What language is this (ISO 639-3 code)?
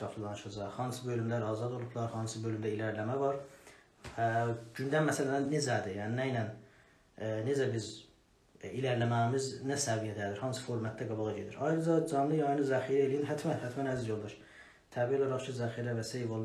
azb